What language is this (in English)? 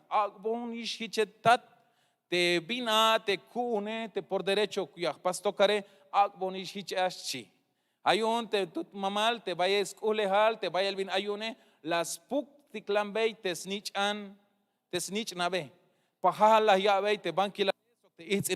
Tzeltal